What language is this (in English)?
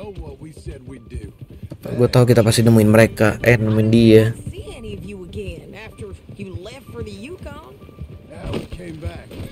Indonesian